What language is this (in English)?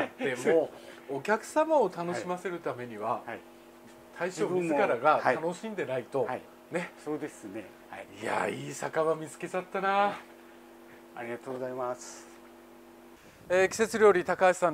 Japanese